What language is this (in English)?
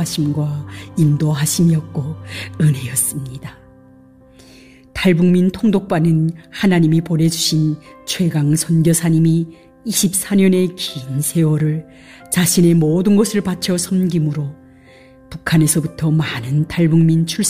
Korean